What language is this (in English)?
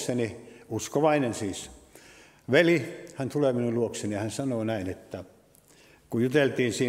Finnish